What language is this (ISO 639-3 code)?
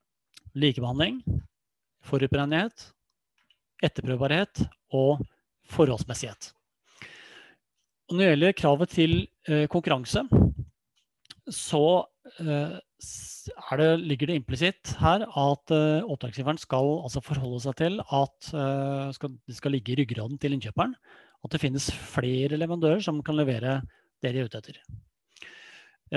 nor